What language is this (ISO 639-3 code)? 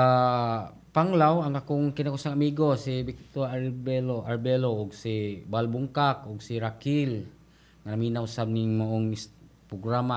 ceb